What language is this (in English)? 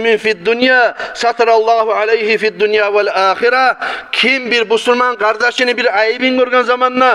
Kumyk